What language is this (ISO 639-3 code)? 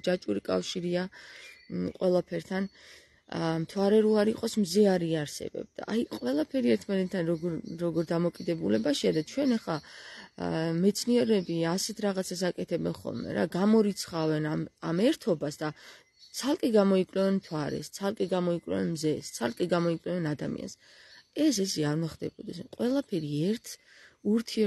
kat